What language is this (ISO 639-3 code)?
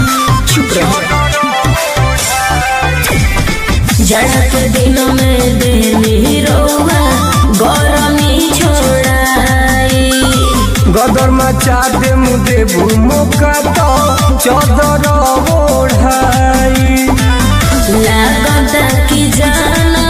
bho